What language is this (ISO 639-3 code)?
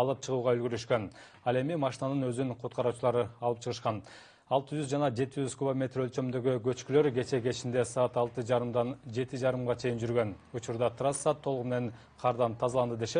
kir